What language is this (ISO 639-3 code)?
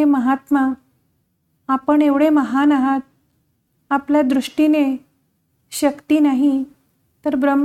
mar